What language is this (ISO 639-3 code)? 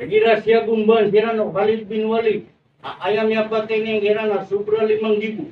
mrw